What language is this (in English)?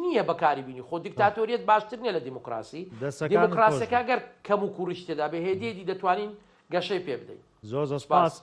Central Kurdish